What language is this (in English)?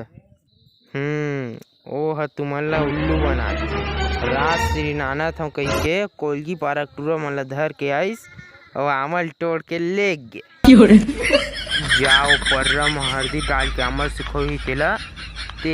Chhattisgarhi